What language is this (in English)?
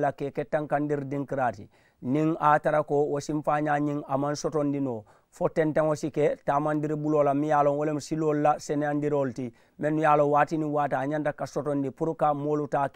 Mandingo